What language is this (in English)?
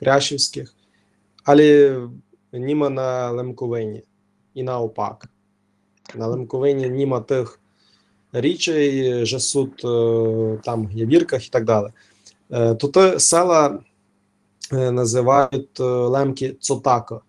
Rusyn